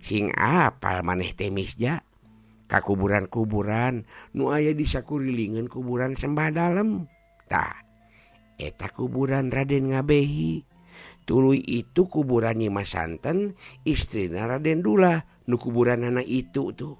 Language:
Sundanese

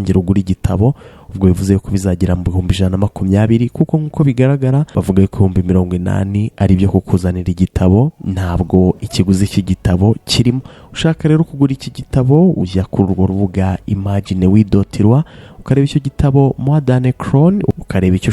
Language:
Kinyarwanda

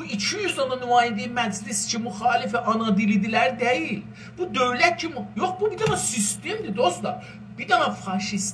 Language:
South Azerbaijani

